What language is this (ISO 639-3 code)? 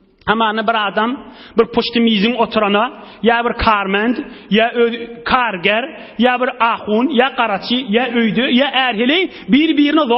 tuk